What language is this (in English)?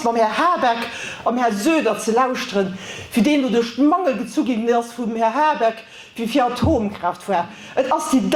Luxembourgish